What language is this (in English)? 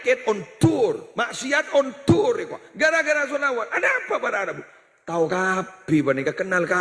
Madurese